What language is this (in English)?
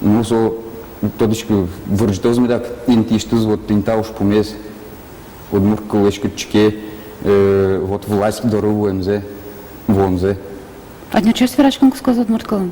Udmurt